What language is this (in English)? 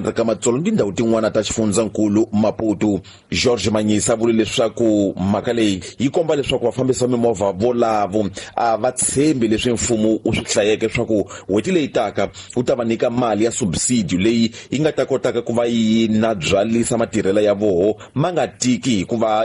Tsonga